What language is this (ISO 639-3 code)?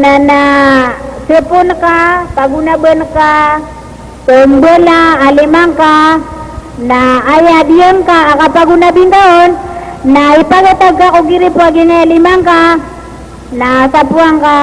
mrw